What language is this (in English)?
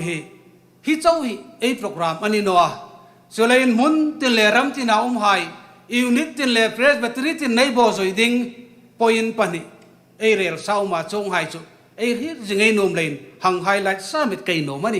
Hmar